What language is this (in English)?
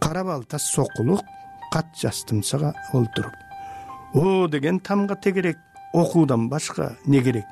Kyrgyz